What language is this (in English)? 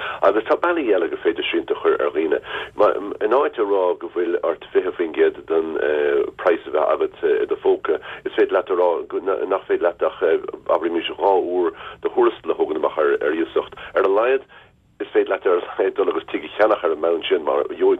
Irish